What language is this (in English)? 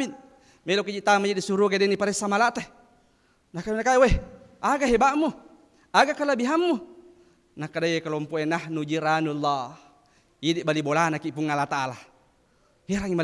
Buginese